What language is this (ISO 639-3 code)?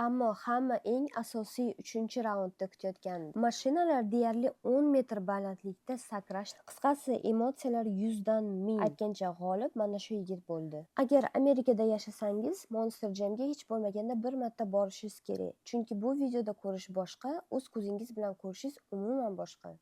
uzb